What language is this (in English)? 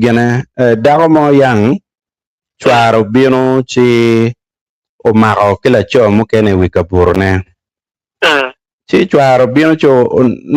Acoli